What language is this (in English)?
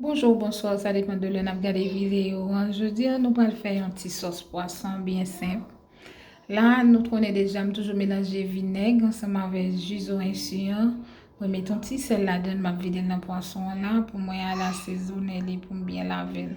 Haitian Creole